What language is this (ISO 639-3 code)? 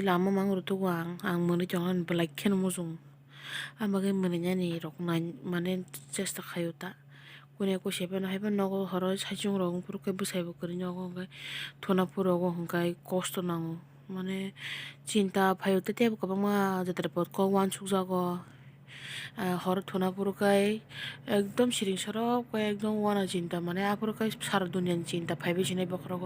trp